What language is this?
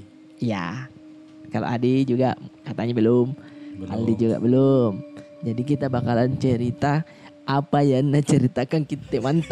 Makassar Malay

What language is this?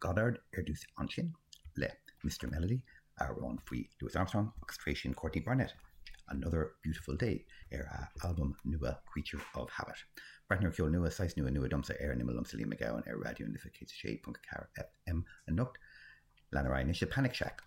Irish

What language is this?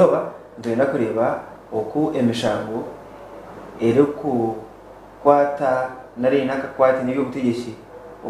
Nyankole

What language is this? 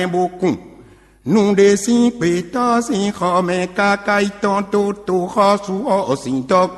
Fon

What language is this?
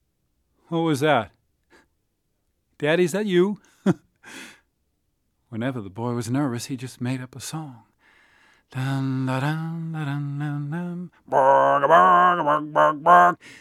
English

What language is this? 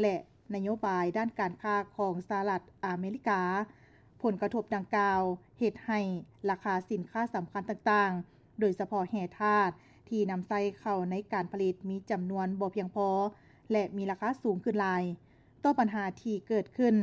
Lao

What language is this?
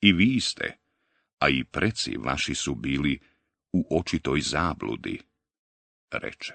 Bosnian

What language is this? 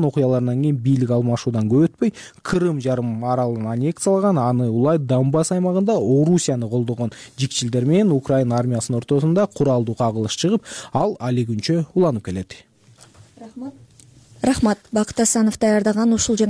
Kyrgyz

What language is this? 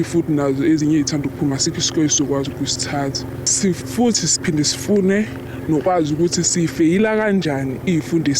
Zulu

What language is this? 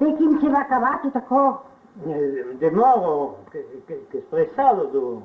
Occitan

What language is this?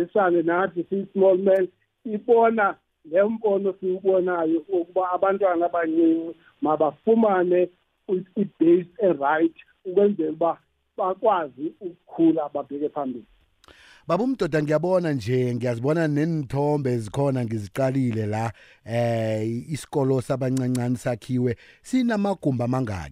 South Ndebele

